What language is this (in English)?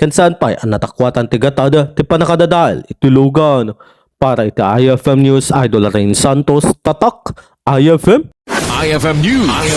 Iloko